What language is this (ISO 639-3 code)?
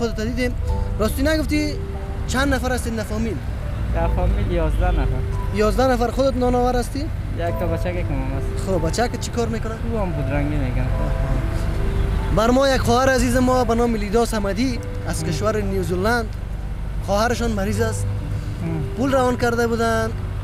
fas